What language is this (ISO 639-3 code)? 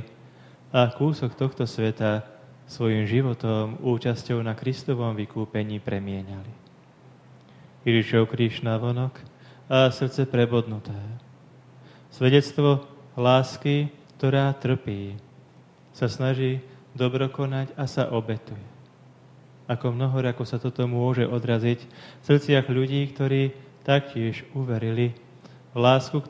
slk